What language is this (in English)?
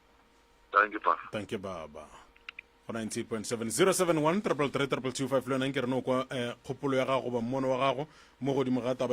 Northern Sotho